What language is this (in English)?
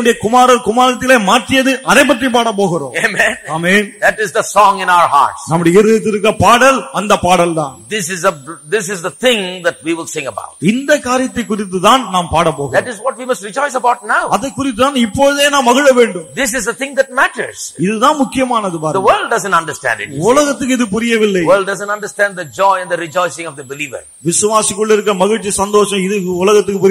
Tamil